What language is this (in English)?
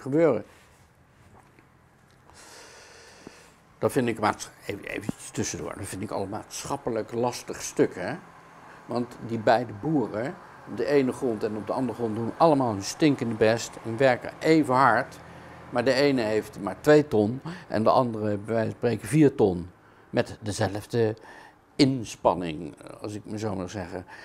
Dutch